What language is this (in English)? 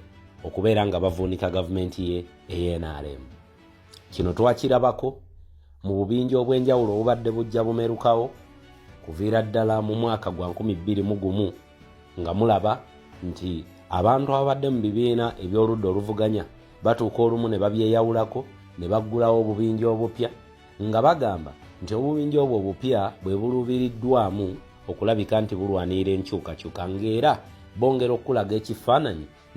Ganda